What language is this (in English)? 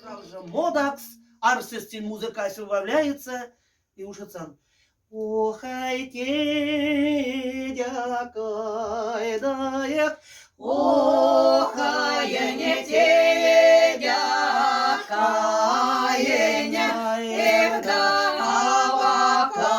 Moksha